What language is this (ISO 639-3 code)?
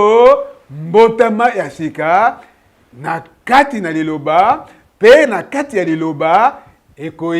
lin